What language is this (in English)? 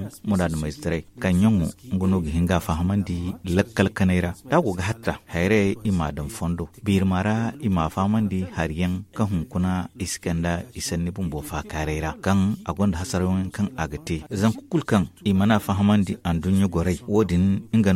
Zarma